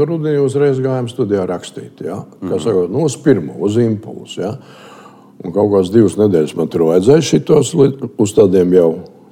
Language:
Latvian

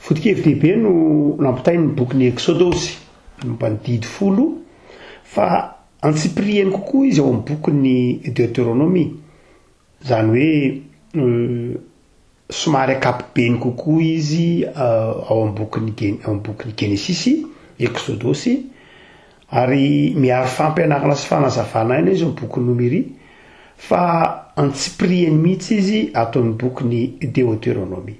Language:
Malagasy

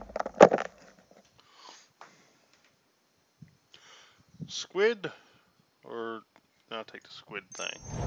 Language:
English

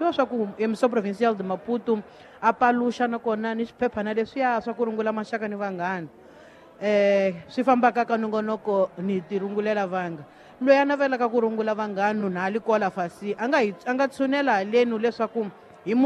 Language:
Tsonga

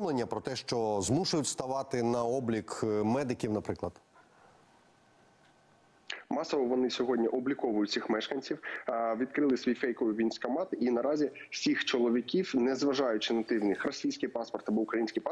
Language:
Ukrainian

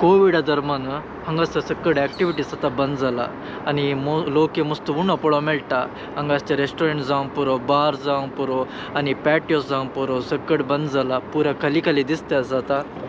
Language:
Konkani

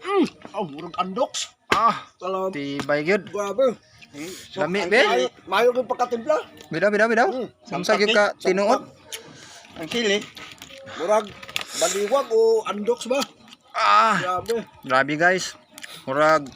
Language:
Cebuano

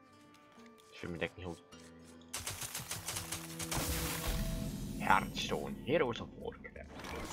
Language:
Dutch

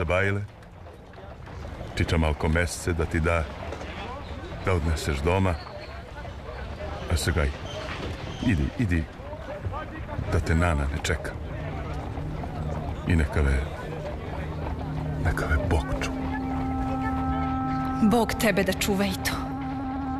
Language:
Serbian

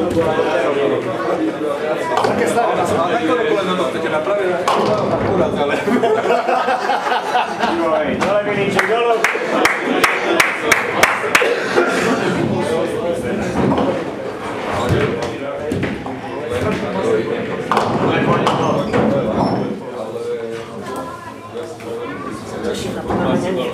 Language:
Slovak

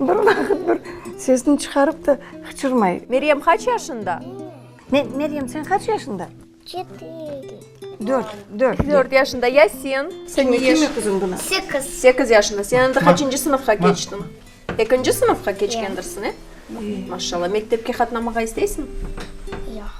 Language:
Crimean Tatar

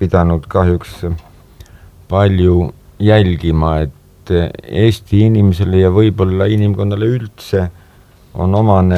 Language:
Estonian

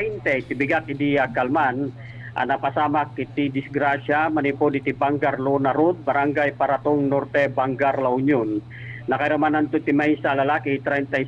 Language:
Iloko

